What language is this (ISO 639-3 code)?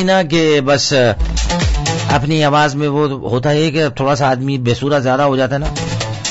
urd